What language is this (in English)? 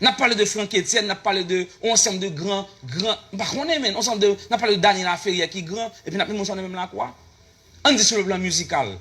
Haitian Creole